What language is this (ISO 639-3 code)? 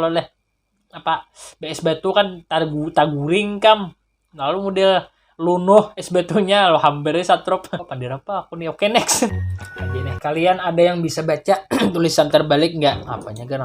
bjn